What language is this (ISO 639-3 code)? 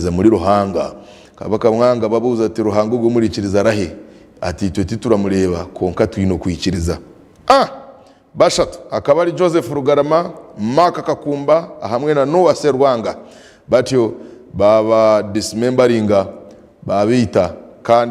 nyn